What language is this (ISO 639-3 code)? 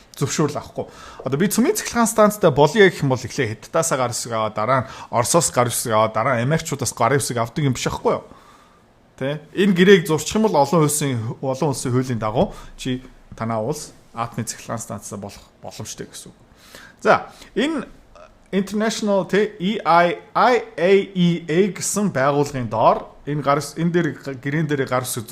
mon